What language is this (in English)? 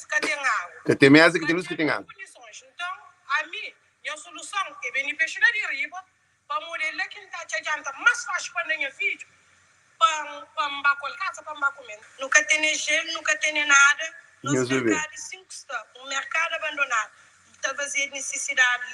Kabuverdianu